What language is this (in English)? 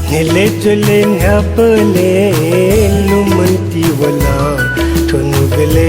Newari